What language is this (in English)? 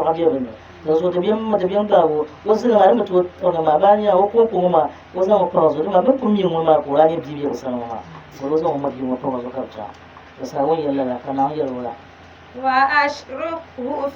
Dagbani